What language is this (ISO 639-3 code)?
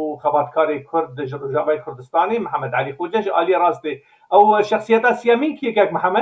kur